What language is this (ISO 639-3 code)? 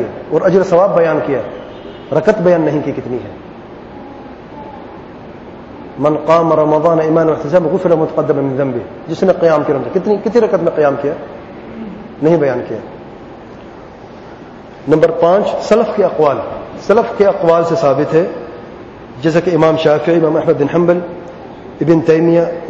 urd